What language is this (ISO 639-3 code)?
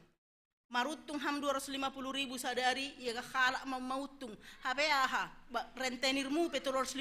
bts